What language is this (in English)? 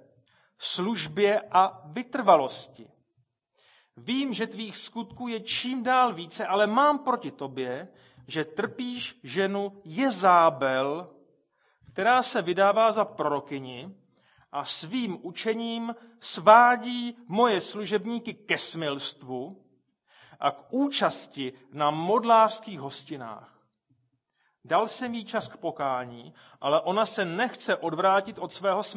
Czech